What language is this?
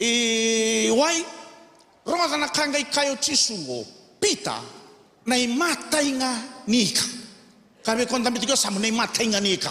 Fijian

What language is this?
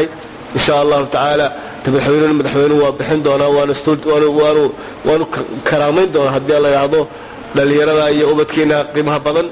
Somali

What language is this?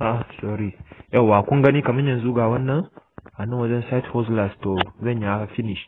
Hausa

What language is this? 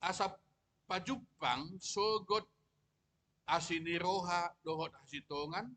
Batak Toba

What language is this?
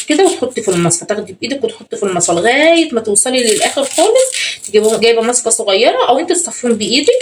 Egyptian Arabic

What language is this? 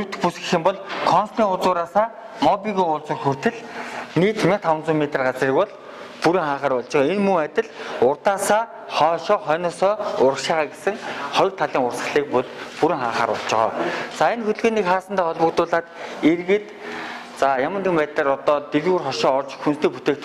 Mongolian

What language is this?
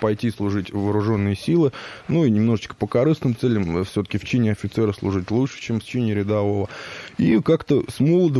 Russian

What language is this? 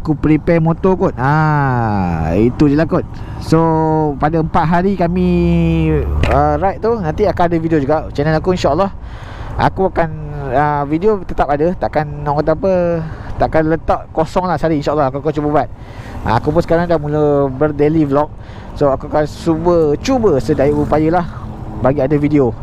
Malay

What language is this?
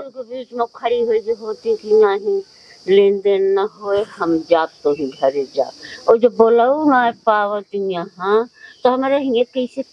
Awadhi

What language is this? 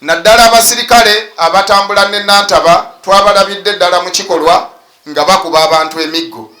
Ganda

